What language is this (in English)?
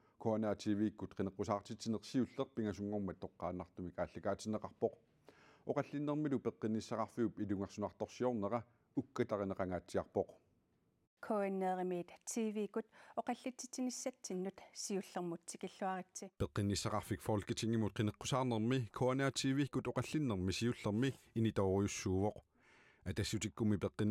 Kalaallisut